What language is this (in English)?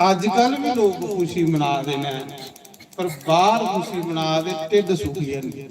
Dogri